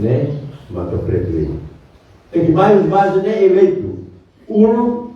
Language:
Tetum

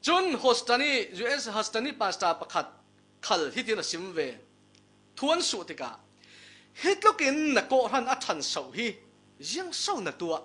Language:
Falam Chin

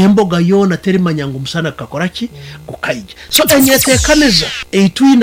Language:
Nyoro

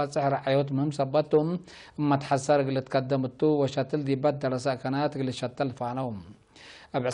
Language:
Tigre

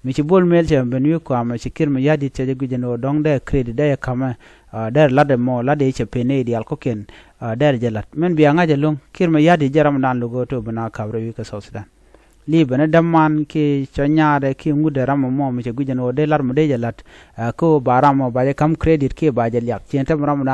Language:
Nuer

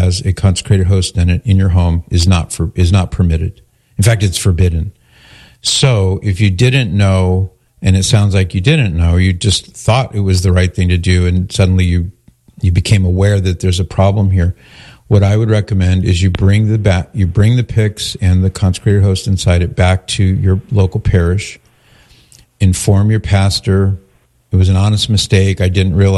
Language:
English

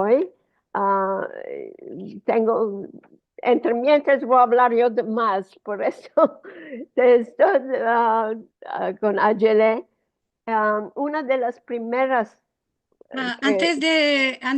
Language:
Ladino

